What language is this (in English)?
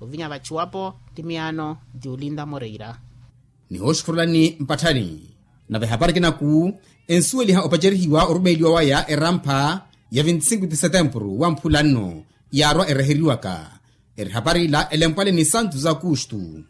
Makhuwa